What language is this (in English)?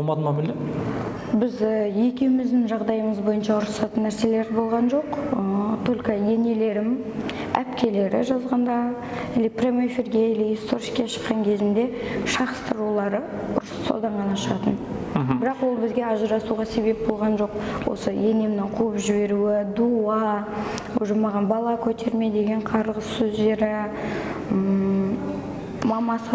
Kazakh